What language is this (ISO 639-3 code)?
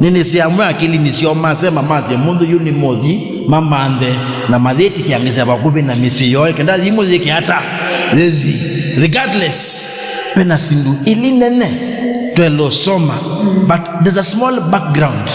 kam